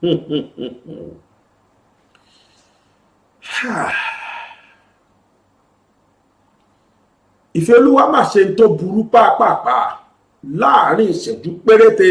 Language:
Yoruba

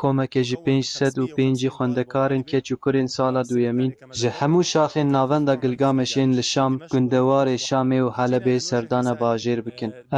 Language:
Kurdish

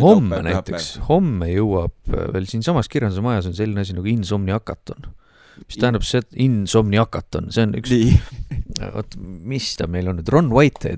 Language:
Estonian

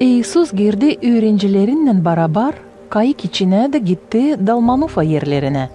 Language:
Gagauz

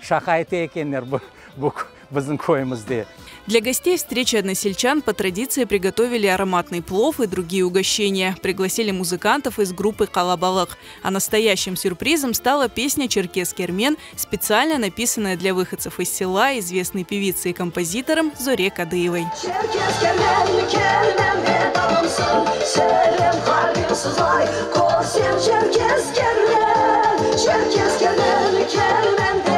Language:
Crimean Tatar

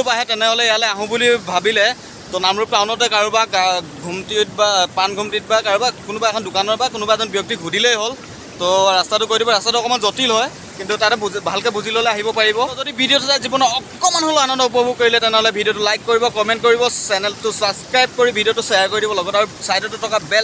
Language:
Assamese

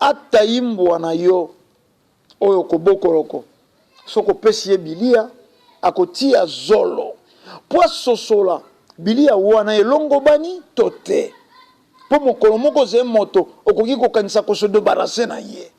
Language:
Lingala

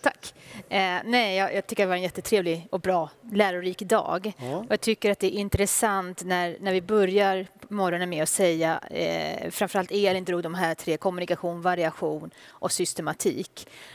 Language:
Swedish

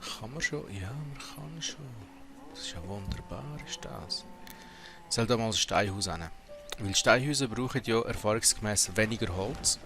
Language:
Swiss German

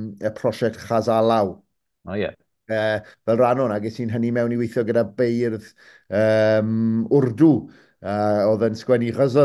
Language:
Welsh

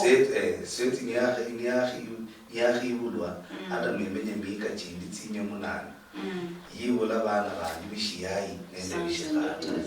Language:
Luyia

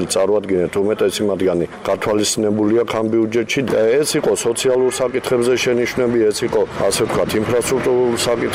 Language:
Georgian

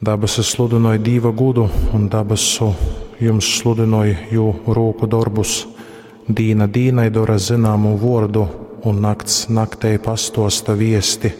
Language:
Latgalian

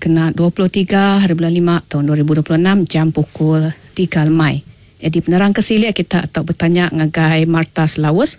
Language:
Iban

